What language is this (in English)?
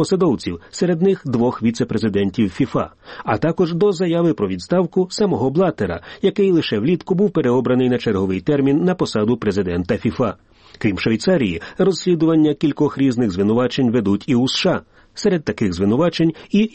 Ukrainian